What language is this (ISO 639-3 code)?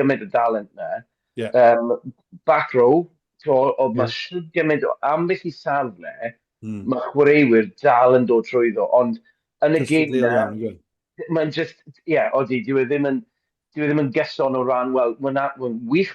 cym